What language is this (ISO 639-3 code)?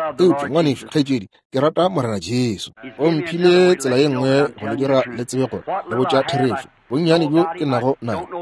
nso